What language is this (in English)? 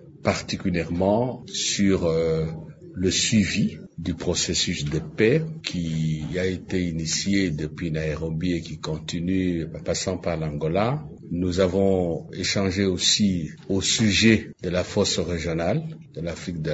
French